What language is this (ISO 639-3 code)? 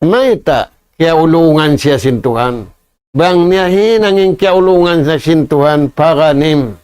tsg